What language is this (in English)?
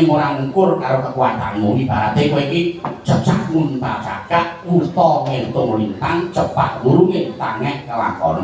Javanese